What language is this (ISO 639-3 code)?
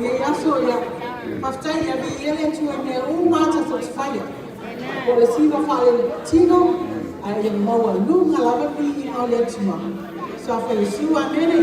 smo